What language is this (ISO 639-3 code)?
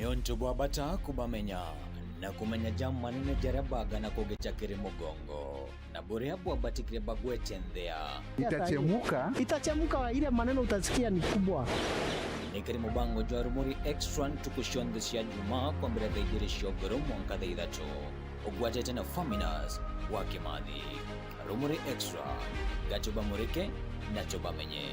mer